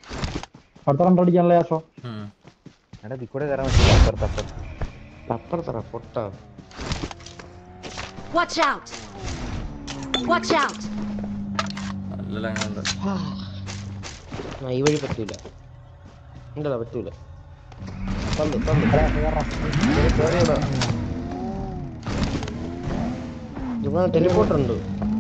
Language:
Malayalam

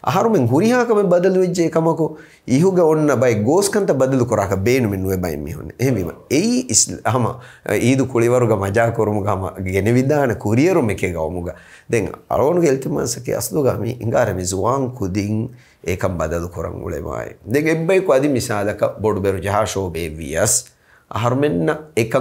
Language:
Divehi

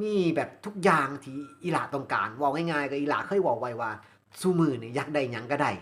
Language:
Northeastern Thai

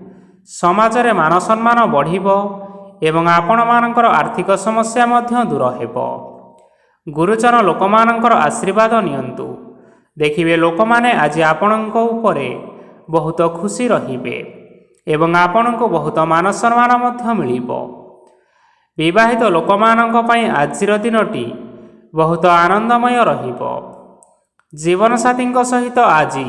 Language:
Odia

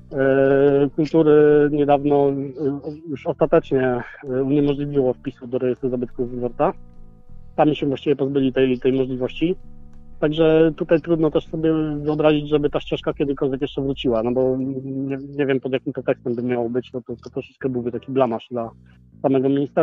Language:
Polish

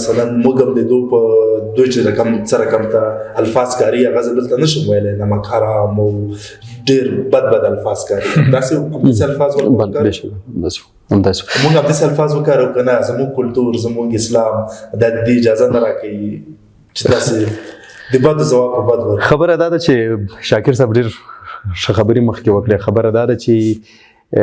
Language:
Pashto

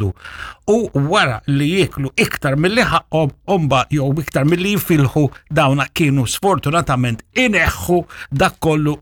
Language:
Maltese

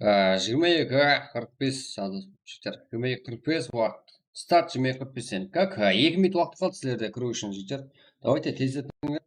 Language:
Kara-Kalpak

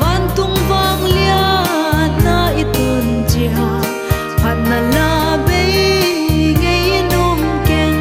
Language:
Paite Chin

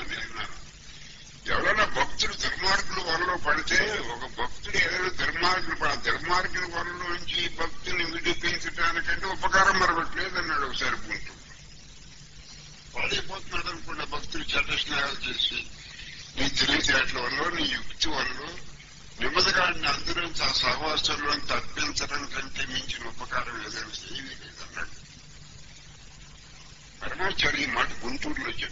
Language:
Telugu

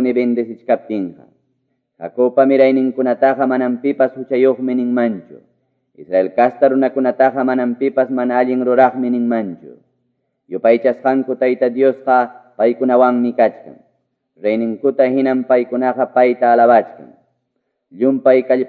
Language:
Quechua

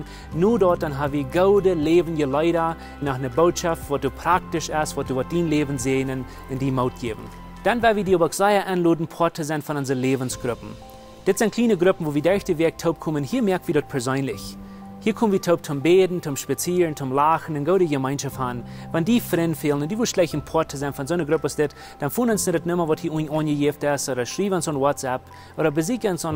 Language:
Plautdietsch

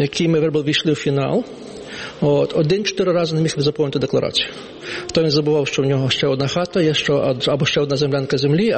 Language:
Ukrainian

